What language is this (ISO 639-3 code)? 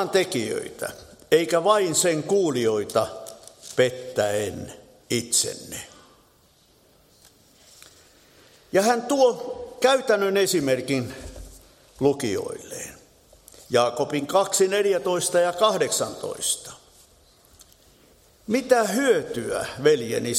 fin